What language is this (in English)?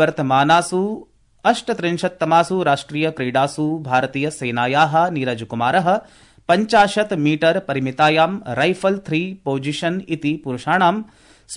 Sanskrit